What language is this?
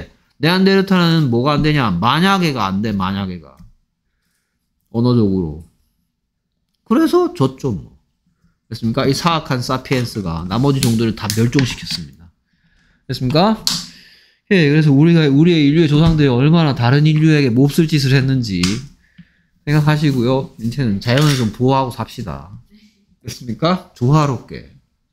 Korean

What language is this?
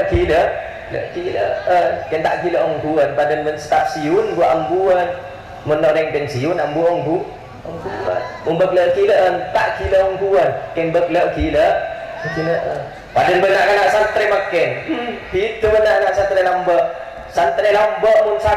Madurese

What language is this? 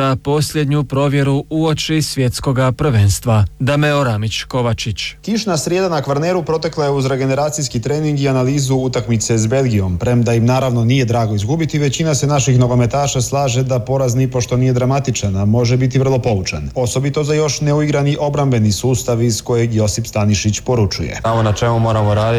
Croatian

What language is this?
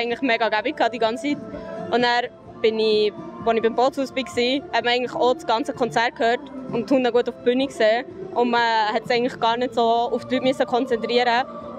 Swiss German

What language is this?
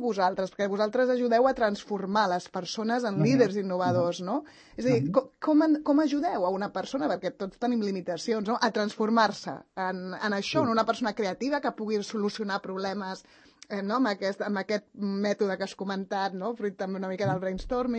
Catalan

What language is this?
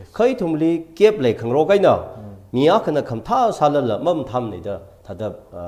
Tangkhul Naga (India)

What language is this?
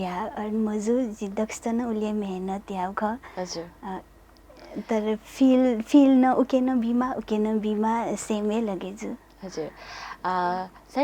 Newari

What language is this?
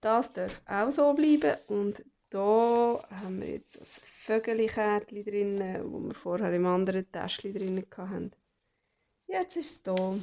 Swiss German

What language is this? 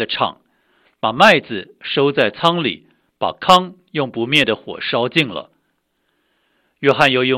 Chinese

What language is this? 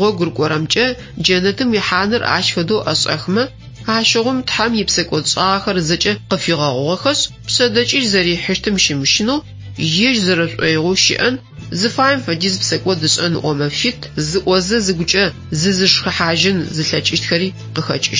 Adyghe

